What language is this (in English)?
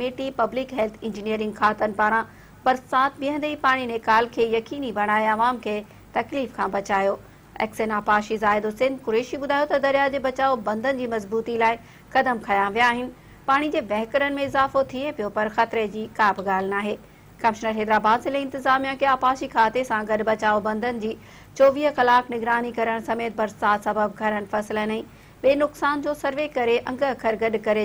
Sindhi